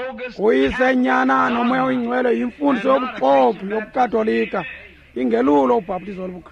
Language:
Xhosa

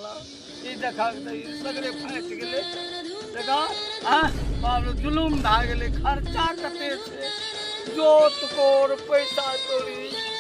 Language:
Maithili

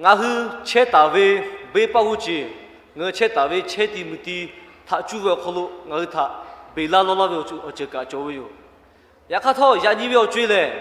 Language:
Lahu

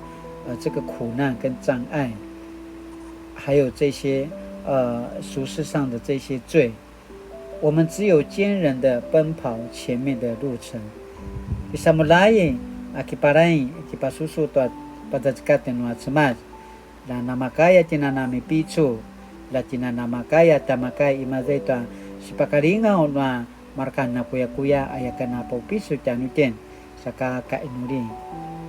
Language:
Paiwan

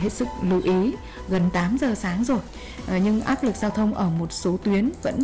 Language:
Vietnamese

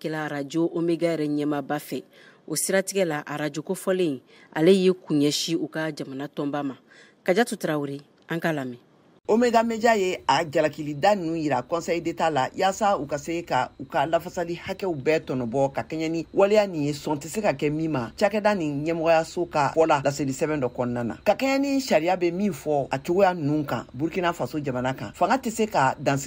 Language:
Bambara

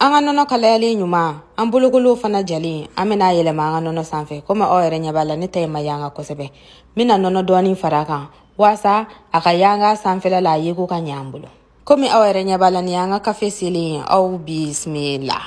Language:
Bambara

